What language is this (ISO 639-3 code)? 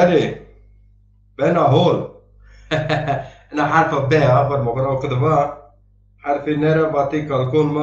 zza